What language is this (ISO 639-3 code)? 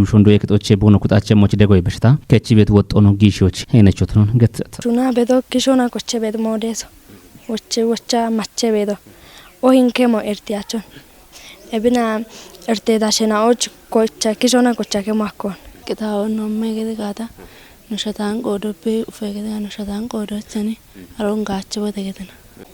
kbr